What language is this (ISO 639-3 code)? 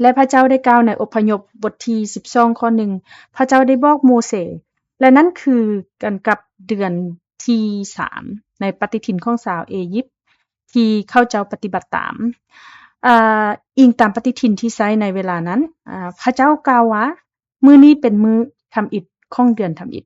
lao